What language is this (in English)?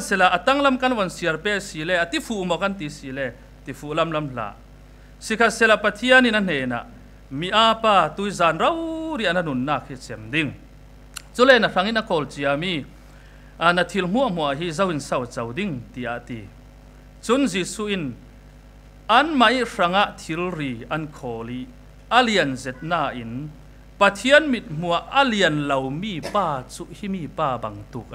Falam Chin